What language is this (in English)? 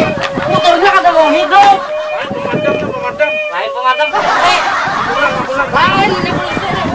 Banjar